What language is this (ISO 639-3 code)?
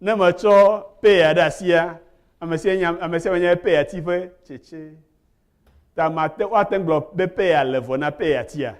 ewe